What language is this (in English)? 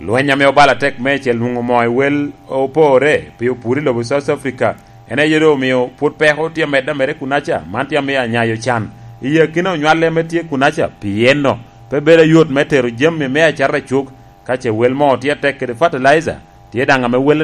Lango (Uganda)